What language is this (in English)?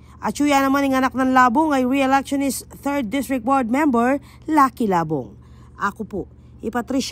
Pampanga